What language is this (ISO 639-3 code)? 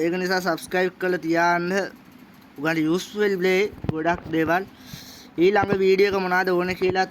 sin